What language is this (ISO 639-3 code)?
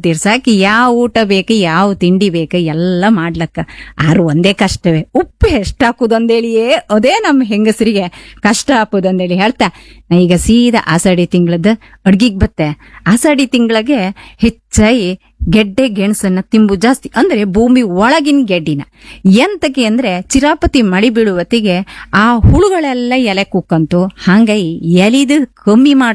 kan